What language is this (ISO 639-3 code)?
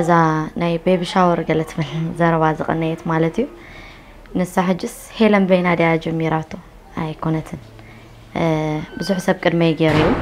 tir